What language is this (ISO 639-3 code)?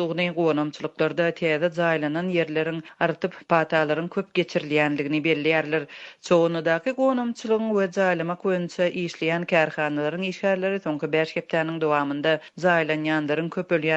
tuk